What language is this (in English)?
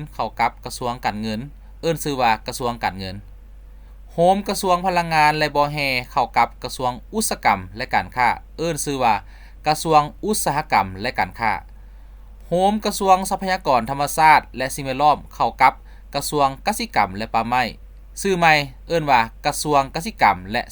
Lao